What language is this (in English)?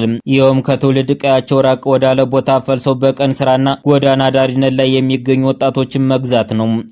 Amharic